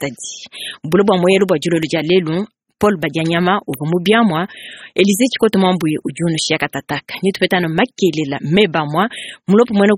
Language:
Luba-Lulua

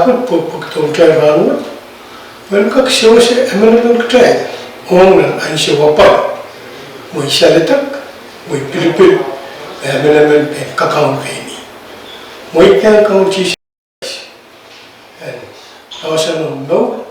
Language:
Pohnpeian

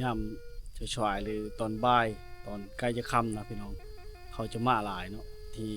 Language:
Lao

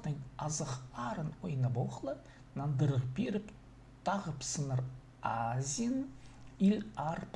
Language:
Khakas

